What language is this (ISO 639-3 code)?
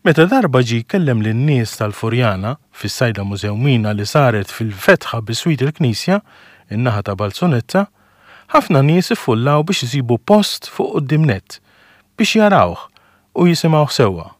mlt